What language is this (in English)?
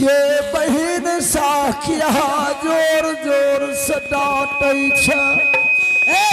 Angika